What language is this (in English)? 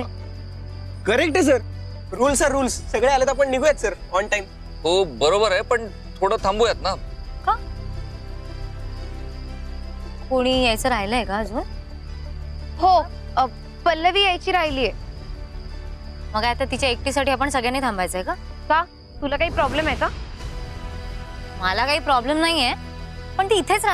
Marathi